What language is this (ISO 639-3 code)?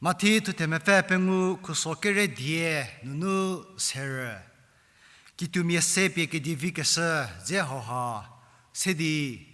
njm